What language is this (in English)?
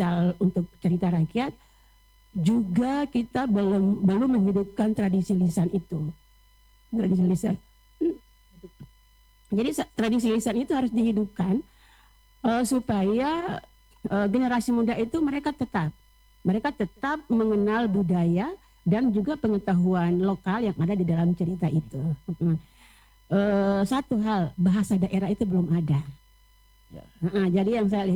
Indonesian